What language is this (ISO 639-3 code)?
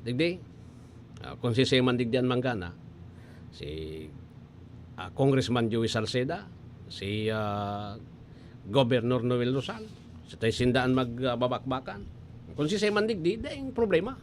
bik